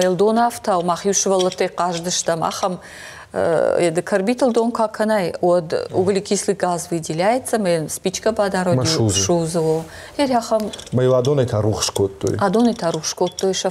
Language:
Ossetic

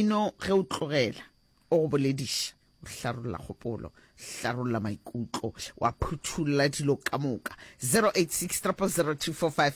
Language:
Northern Sotho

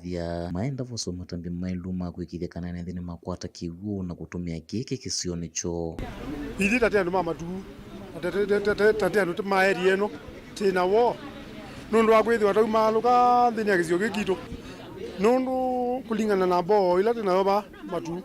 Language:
Kamba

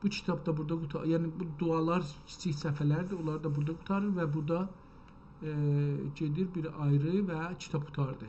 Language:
South Azerbaijani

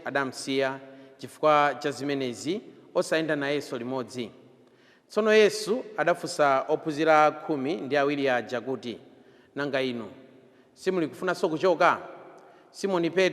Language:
Nyanja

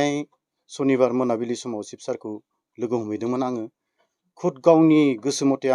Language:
Bodo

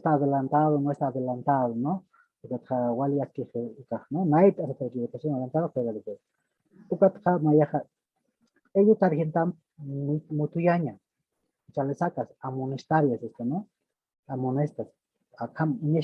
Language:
Aymara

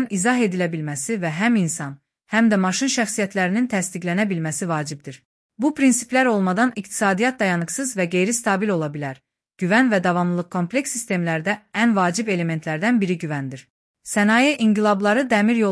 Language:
Azerbaijani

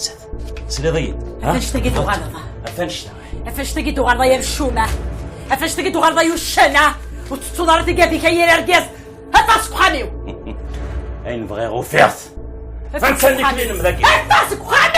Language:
Kabyle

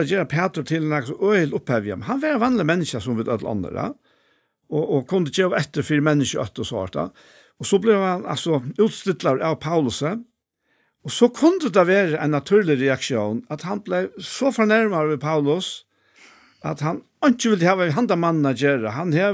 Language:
Faroese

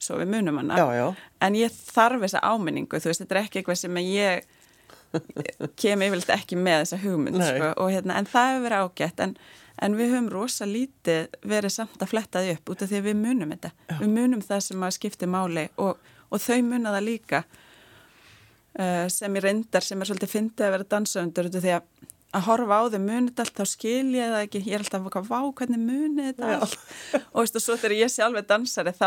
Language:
Icelandic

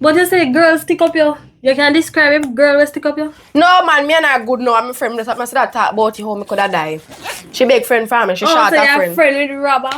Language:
Jamaican Creole English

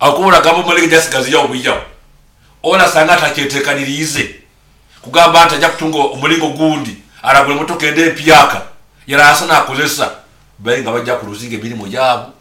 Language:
Nyoro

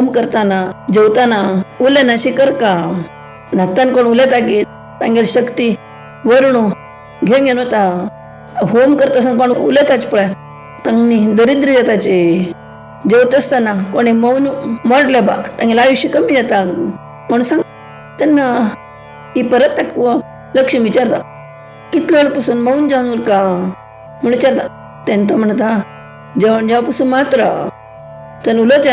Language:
Konkani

